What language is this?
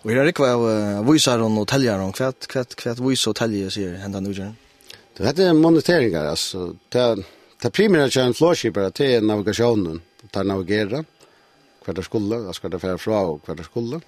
Faroese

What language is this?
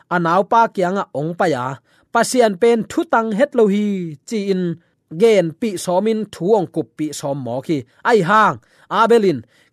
Tedim Chin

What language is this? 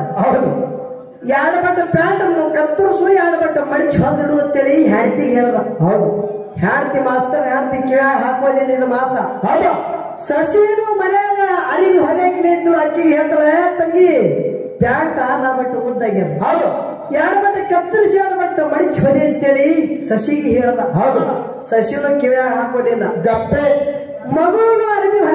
Kannada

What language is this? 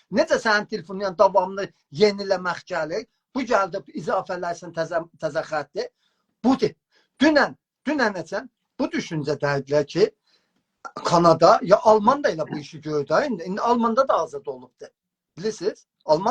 South Azerbaijani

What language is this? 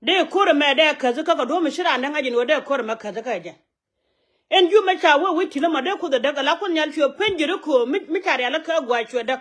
Nuer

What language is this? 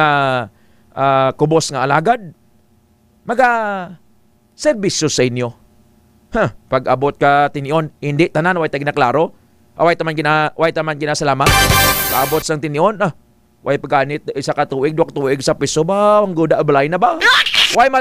Hiligaynon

